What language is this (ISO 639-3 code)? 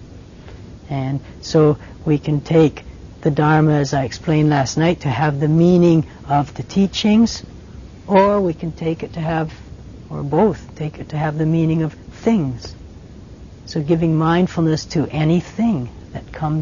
eng